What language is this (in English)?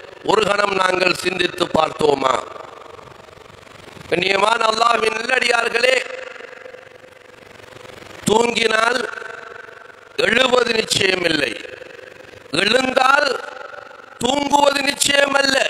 Tamil